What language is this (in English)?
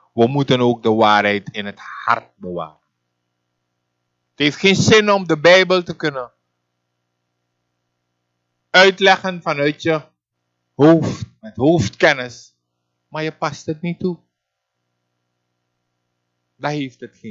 Dutch